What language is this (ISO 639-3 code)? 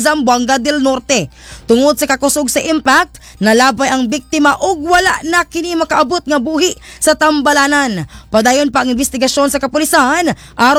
ceb